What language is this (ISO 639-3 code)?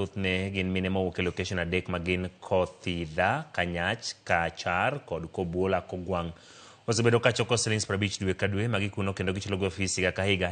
luo